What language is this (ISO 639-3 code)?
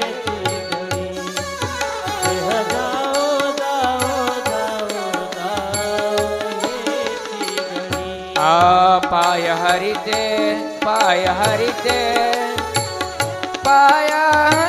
mar